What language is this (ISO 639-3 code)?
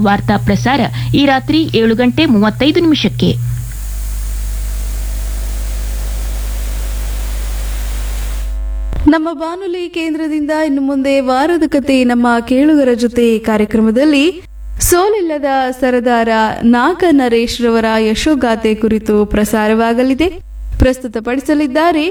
kan